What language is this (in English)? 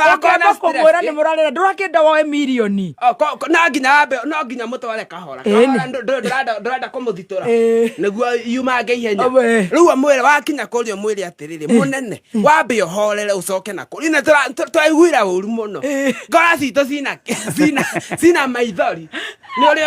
Kikuyu